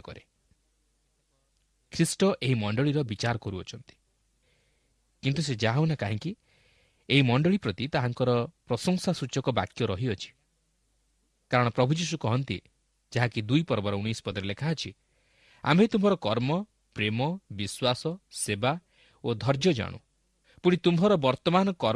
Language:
Odia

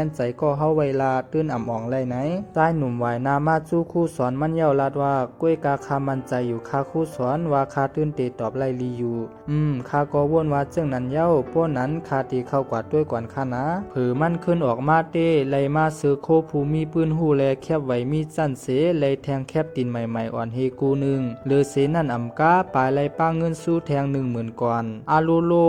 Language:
Shan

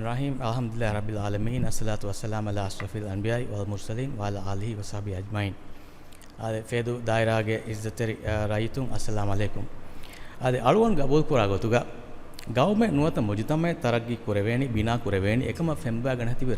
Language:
Divehi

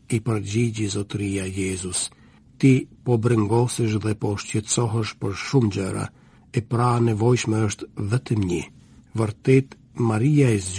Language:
Albanian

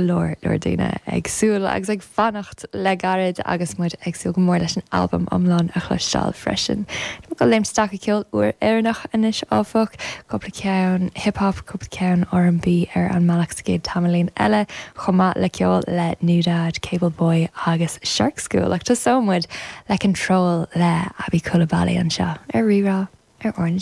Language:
Irish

